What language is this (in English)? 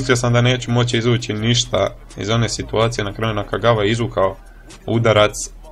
Croatian